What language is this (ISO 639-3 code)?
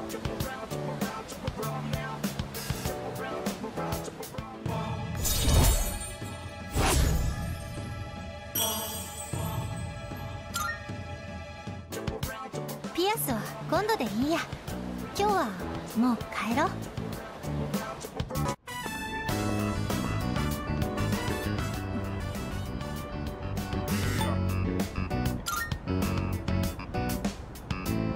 jpn